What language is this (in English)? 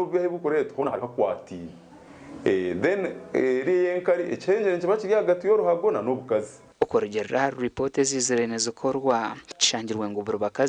Nyankole